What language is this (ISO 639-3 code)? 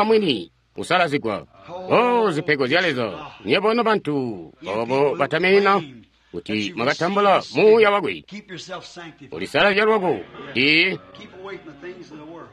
toi